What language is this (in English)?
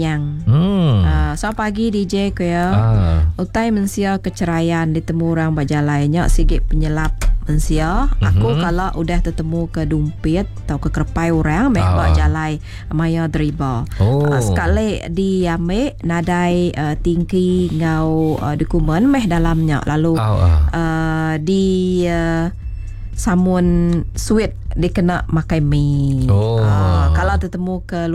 Iban